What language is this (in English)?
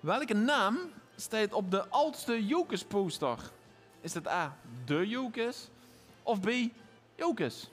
Limburgish